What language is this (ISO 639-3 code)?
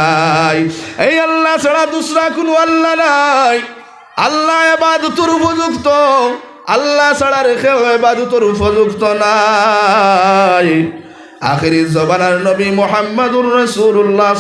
syl